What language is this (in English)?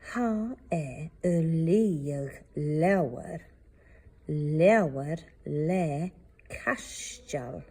Scottish Gaelic